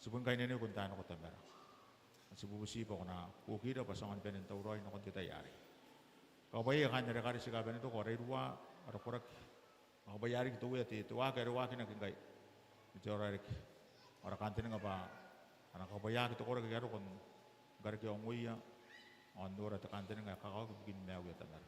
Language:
Gilbertese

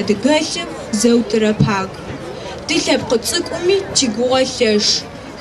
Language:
Adyghe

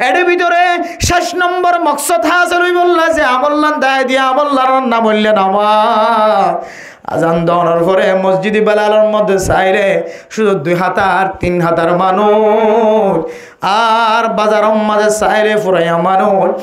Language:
Rohingya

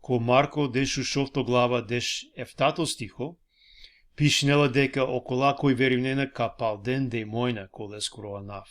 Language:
Balkan Romani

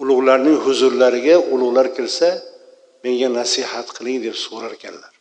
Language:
Uzbek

